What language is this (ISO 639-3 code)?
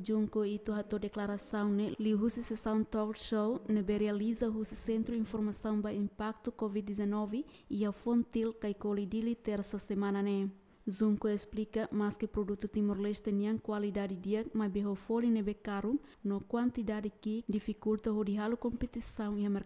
tet